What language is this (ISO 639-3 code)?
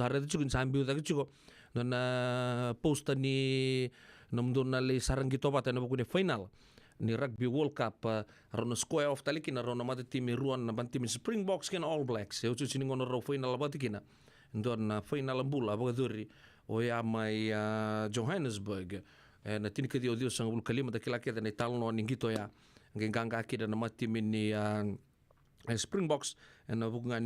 fij